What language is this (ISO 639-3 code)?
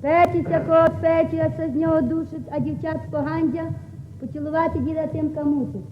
rue